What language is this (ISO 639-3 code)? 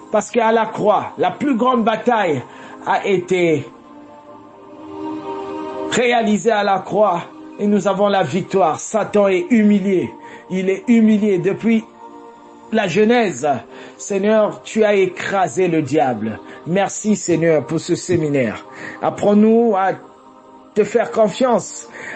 fra